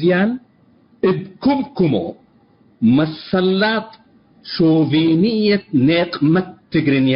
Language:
Tigre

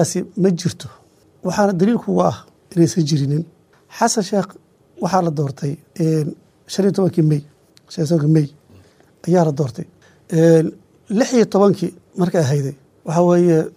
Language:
Somali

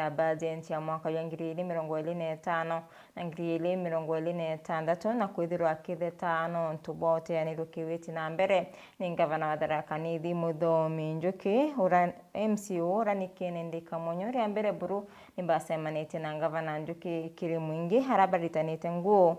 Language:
Meru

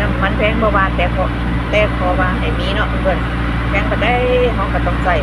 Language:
Lao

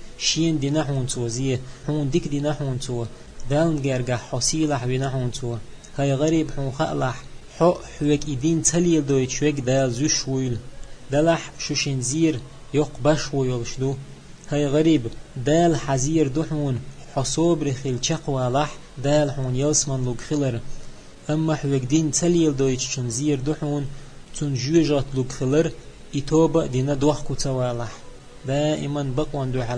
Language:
Chechen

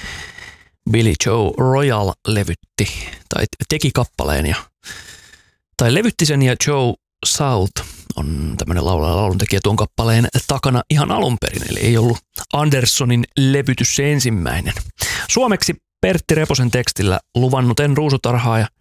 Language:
Finnish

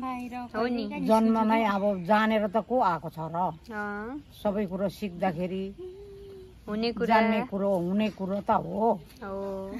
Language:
Nepali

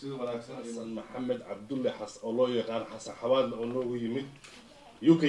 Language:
Somali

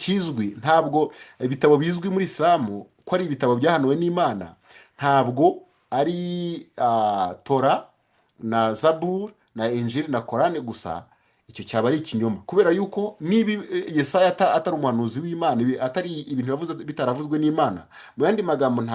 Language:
Kinyarwanda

